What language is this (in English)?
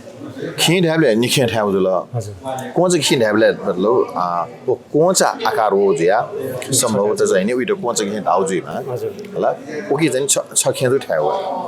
Newari